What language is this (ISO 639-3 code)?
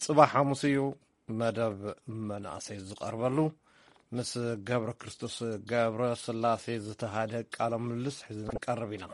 tir